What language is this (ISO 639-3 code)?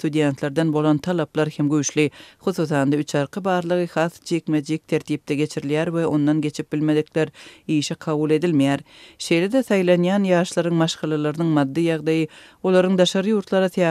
tuk